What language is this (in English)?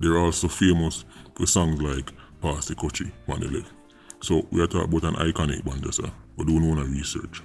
Jamaican Creole English